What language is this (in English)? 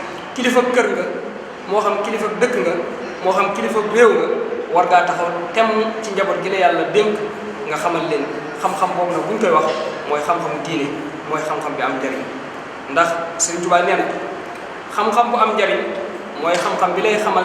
Wolof